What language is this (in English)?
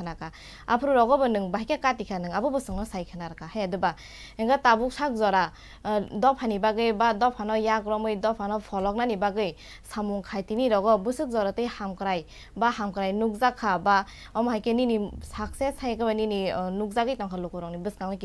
Kok Borok